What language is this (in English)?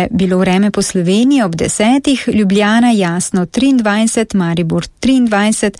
Slovenian